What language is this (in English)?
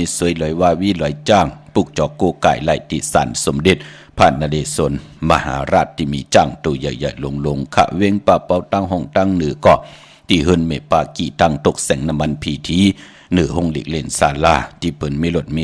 Shan